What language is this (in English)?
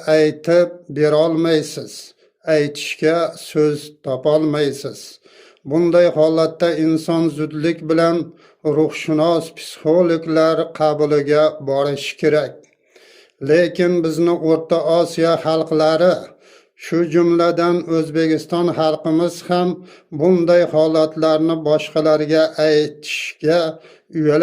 Uzbek